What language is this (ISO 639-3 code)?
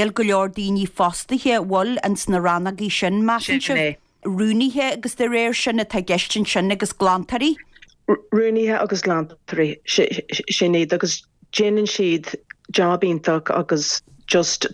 gle